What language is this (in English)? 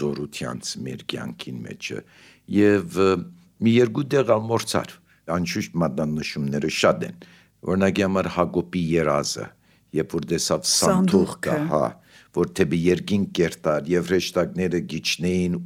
Armenian